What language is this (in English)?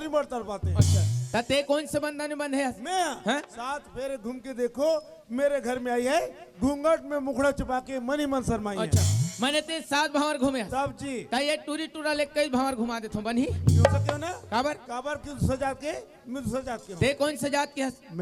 Chhattisgarhi